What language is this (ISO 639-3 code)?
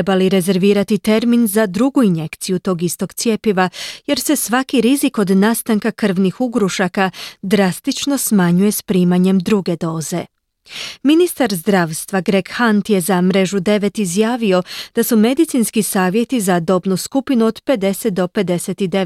hrv